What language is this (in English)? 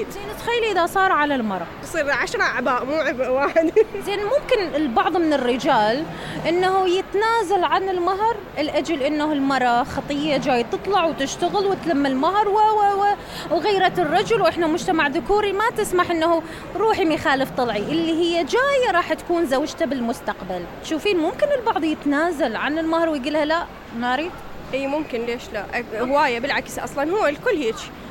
Mesopotamian Arabic